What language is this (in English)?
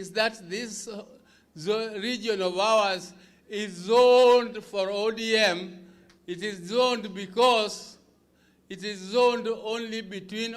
Kamba